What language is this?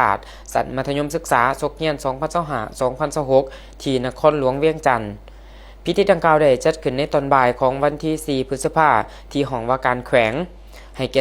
Lao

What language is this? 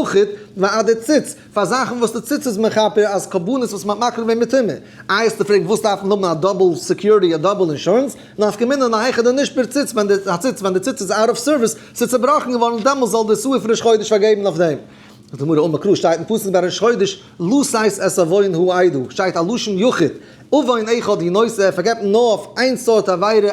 Yiddish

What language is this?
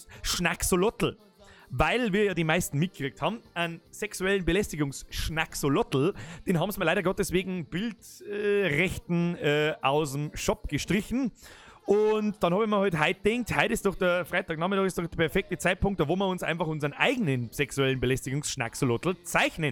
Bavarian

